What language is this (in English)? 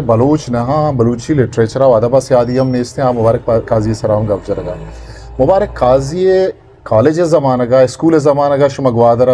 Eastern Balochi